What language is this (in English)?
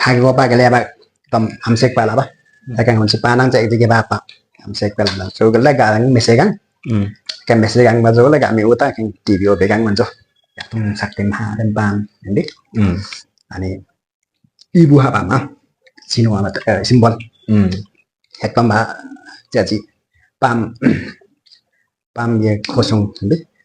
Limbu